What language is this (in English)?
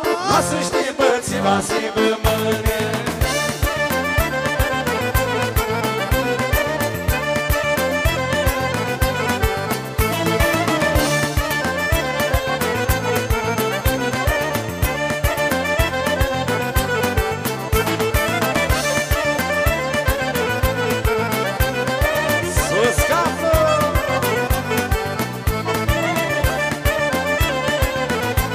Romanian